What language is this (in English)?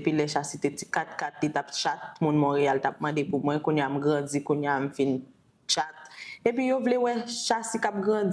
Haitian Creole